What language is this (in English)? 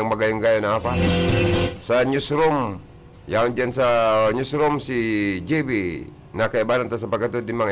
Bikol